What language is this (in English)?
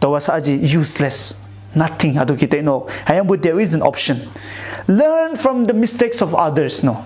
Konyak Naga